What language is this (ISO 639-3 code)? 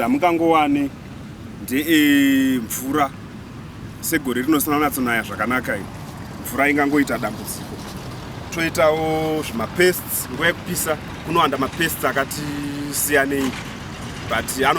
sna